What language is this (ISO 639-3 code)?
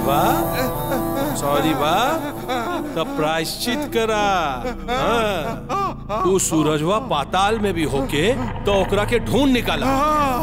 bho